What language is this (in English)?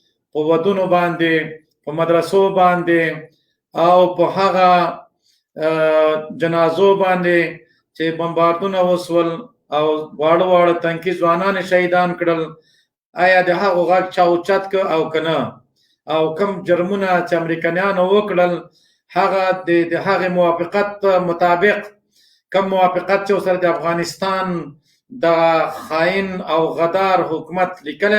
Pashto